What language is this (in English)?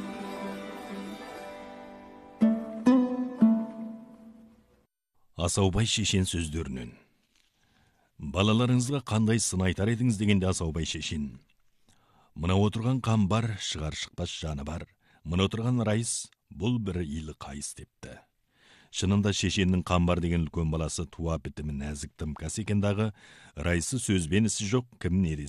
Kazakh